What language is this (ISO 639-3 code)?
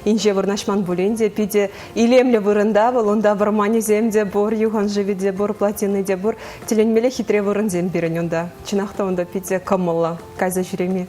chv